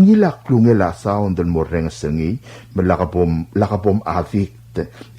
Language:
Palauan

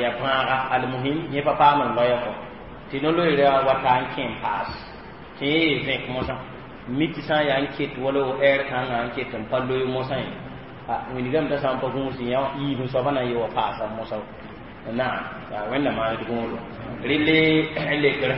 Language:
Mossi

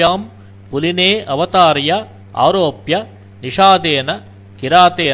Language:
Sanskrit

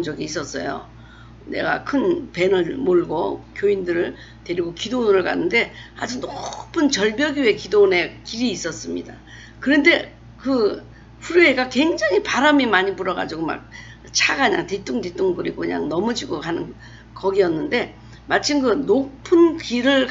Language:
Korean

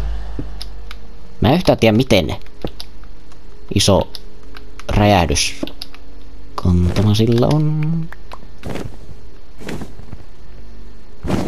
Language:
Finnish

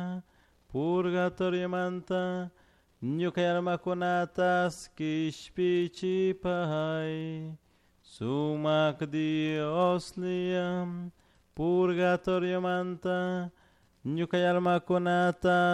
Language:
Chimborazo Highland Quichua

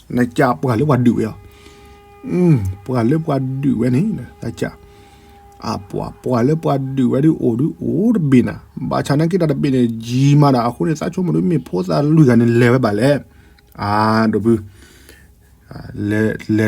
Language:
S'gaw Karen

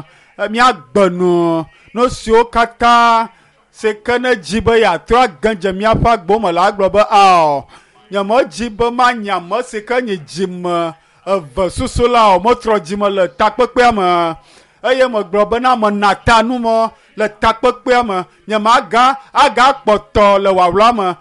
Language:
Ewe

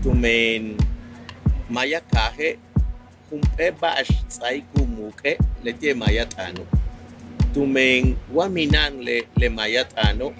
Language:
Yucateco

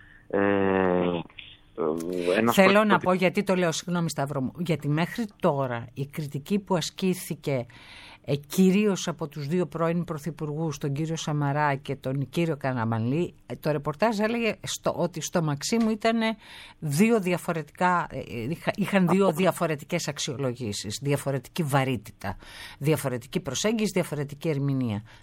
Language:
Greek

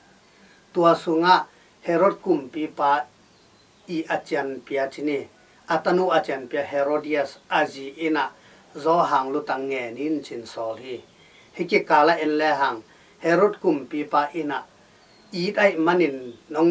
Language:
Tedim Chin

